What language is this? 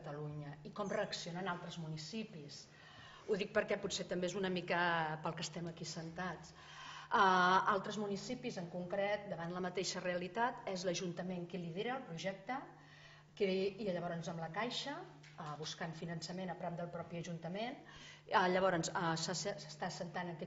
Catalan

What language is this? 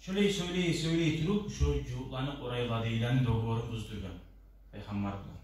Kumyk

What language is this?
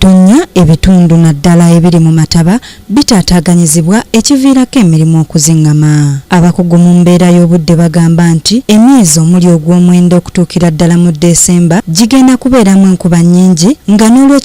Ganda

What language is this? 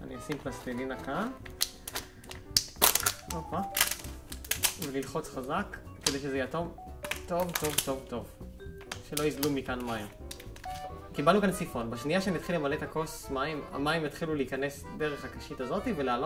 Hebrew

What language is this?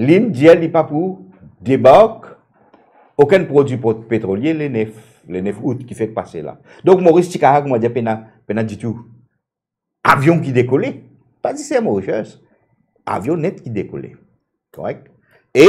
Morisyen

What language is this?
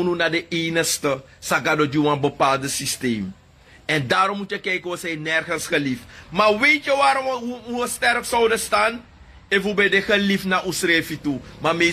Sranan Tongo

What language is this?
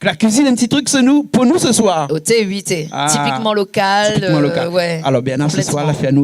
Réunion Creole French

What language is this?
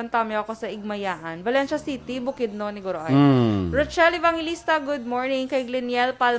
Hiligaynon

